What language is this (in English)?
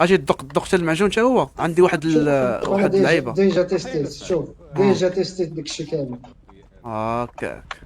Moroccan Arabic